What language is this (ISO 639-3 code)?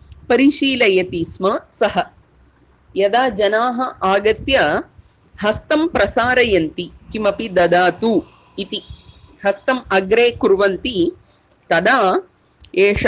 san